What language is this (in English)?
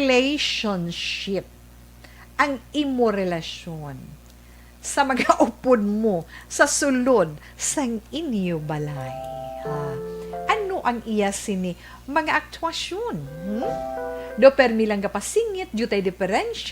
Hiligaynon